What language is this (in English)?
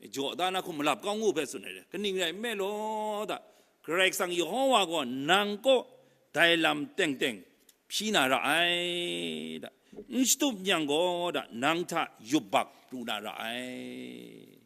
Kachin